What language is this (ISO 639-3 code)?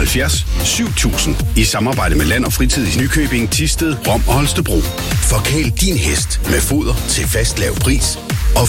dan